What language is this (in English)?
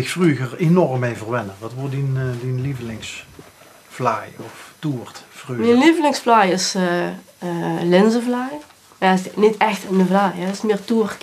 Limburgish